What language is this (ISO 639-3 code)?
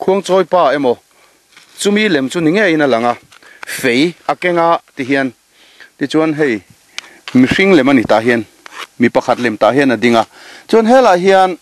lus